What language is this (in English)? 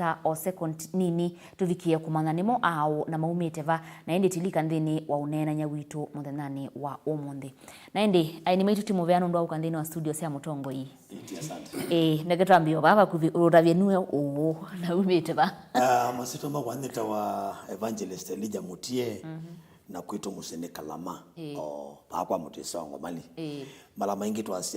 Kamba